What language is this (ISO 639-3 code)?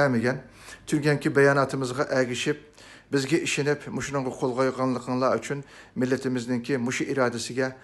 uig